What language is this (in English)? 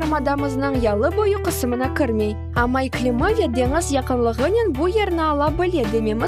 Crimean Tatar